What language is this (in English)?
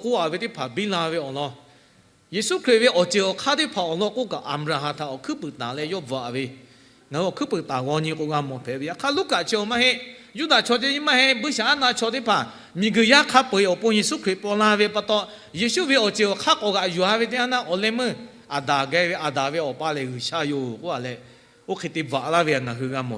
Lahu